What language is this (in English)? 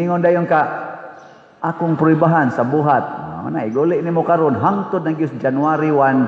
Cebuano